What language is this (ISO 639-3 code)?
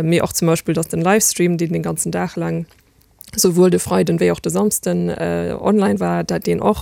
ltz